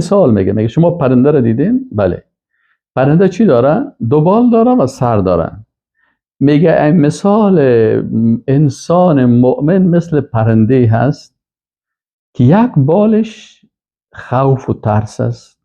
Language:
Persian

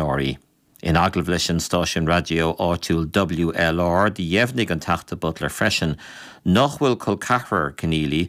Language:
Irish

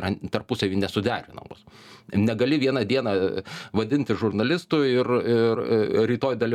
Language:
Lithuanian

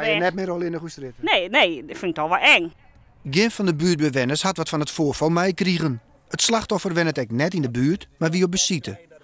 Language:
Western Frisian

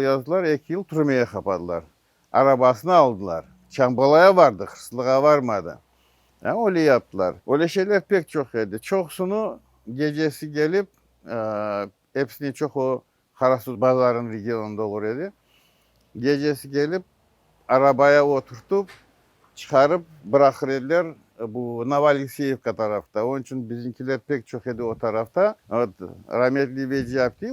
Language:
Crimean Tatar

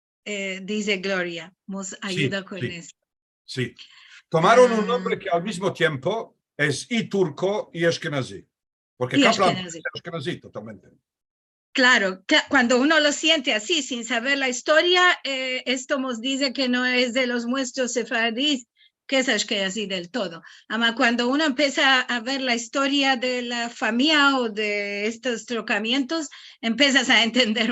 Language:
Ladino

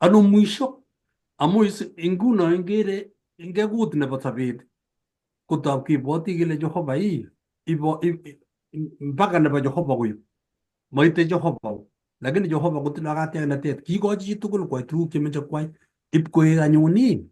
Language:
Kalenjin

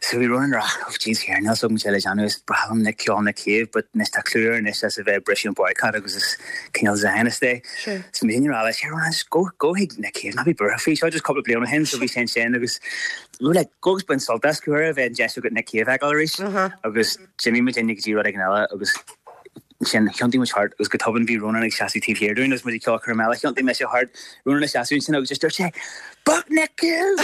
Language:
Irish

